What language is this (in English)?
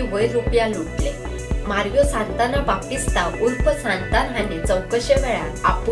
Konkani